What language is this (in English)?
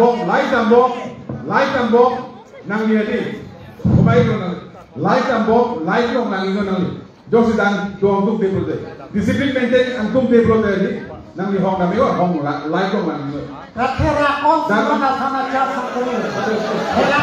Karbi